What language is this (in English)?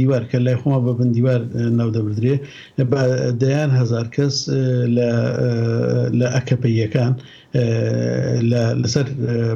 Central Kurdish